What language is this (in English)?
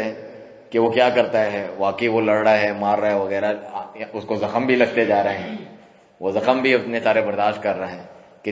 Urdu